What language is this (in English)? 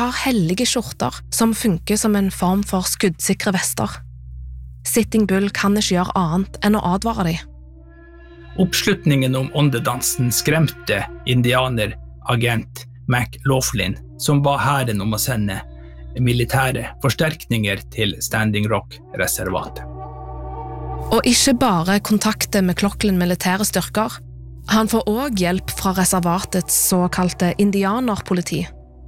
Norwegian